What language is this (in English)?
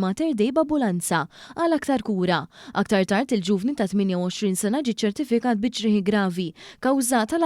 Maltese